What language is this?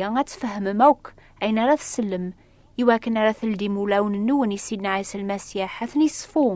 Kabyle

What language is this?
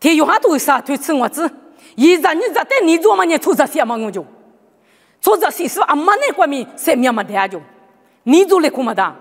Lisu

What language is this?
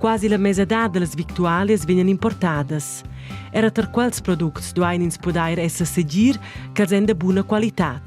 Romansh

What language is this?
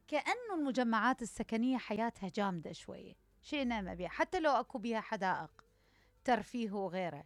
Mesopotamian Arabic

